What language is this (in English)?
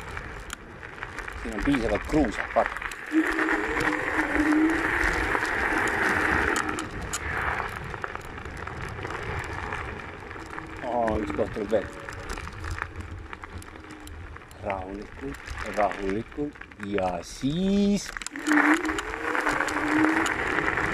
Estonian